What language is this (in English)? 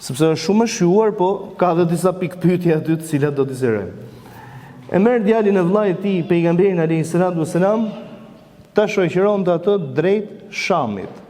Albanian